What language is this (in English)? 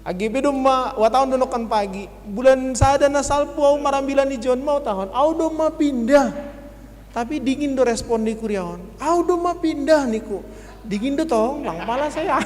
Batak Simalungun